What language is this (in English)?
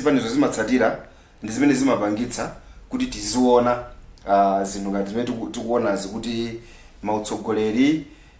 Nyanja